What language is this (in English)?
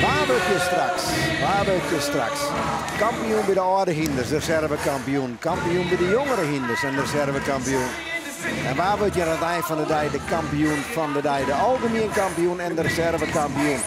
Western Frisian